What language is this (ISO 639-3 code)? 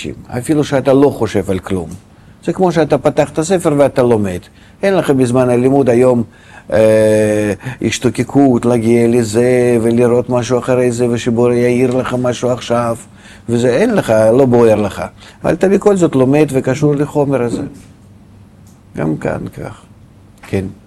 heb